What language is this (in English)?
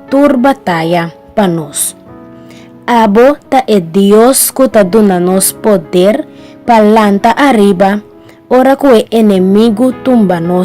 Papiamento